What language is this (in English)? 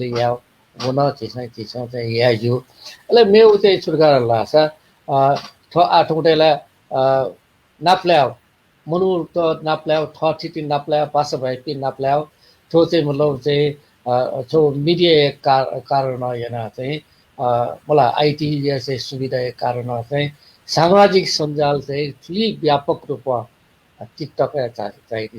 Newari